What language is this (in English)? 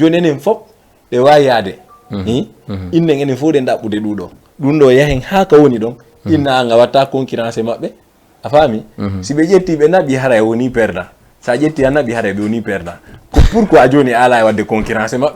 Fula